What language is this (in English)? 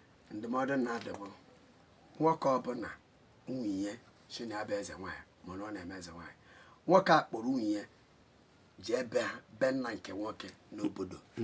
Igbo